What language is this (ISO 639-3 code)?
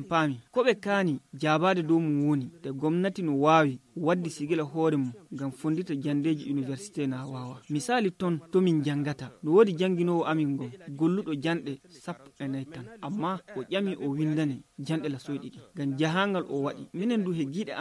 ful